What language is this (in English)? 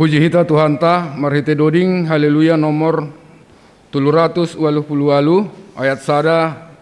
Batak Simalungun